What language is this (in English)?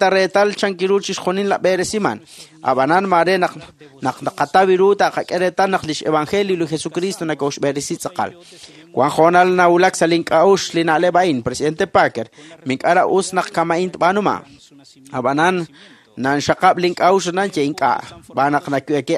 Kekchí